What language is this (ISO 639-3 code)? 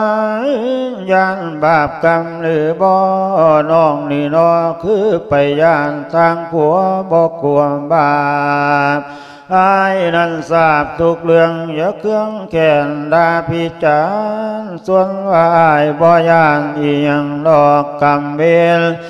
lao